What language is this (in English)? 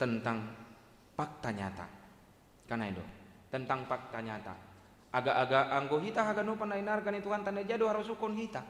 Batak Simalungun